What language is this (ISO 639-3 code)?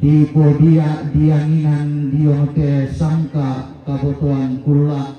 sda